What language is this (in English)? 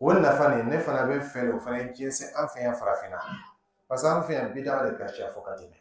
Dyula